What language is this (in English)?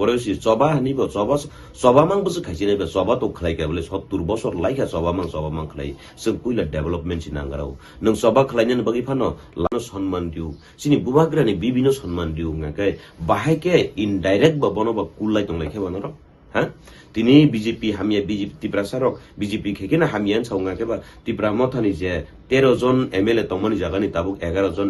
Kok Borok